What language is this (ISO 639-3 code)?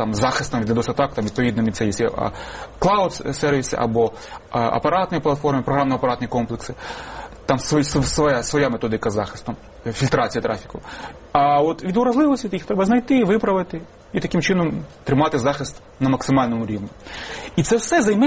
ukr